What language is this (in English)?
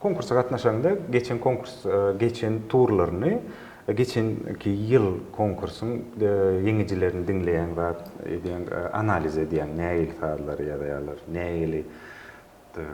Turkmen